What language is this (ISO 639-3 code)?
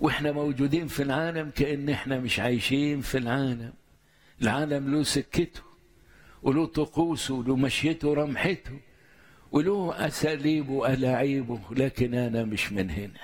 arz